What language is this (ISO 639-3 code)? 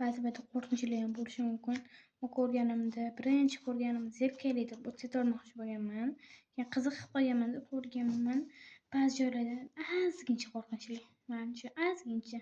uzb